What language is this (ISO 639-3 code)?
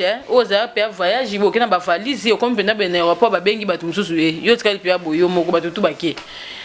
lin